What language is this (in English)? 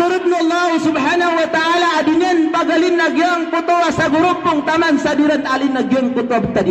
Maranao